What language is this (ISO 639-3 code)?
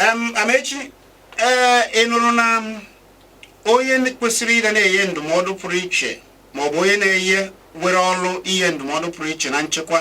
ibo